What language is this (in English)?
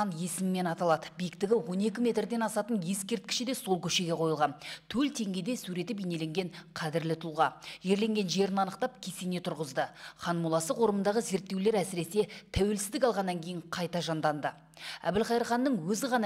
Kazakh